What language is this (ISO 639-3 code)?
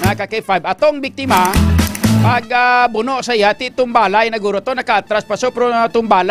hil